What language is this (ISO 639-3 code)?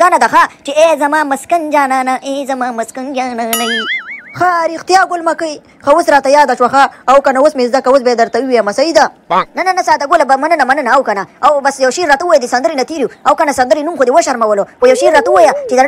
pus